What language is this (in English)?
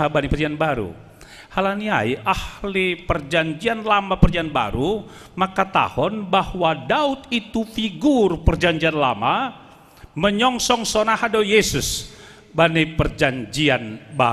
Batak Simalungun